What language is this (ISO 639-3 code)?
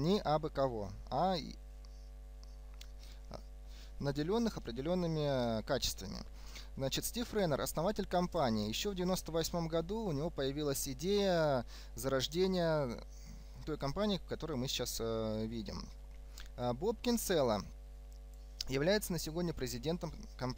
rus